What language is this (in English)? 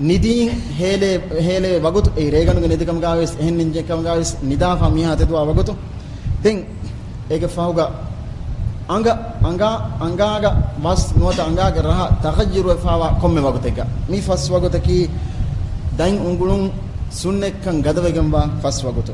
Divehi